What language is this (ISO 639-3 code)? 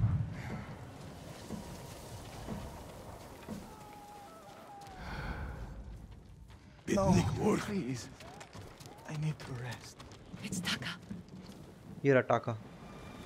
hin